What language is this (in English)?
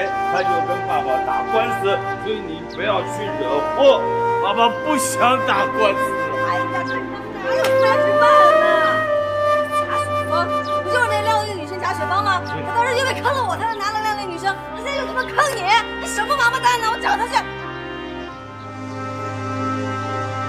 Chinese